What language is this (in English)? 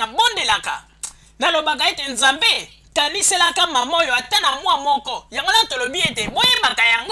Lingala